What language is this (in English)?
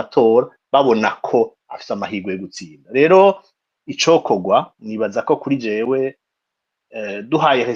Rundi